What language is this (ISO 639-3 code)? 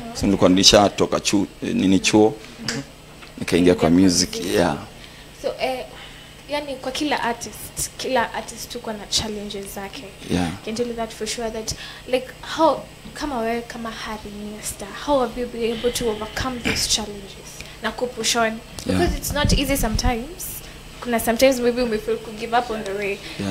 swa